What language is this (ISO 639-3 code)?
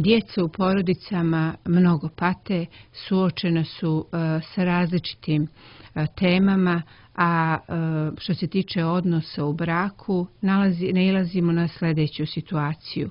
srp